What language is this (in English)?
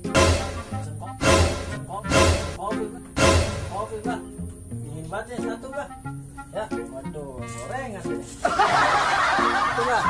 Betawi